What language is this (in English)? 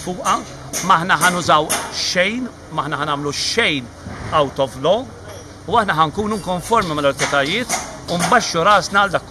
Maltese